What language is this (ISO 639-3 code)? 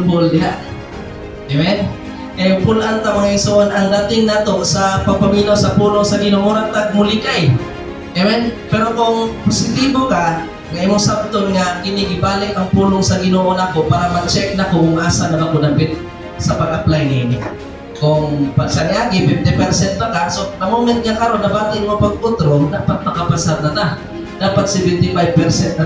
ceb